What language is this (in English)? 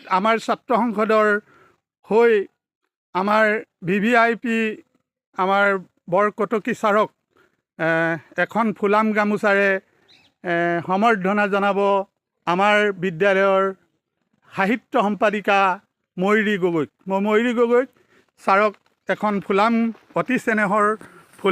Assamese